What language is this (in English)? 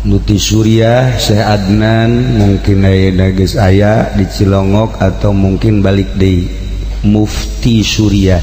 Sundanese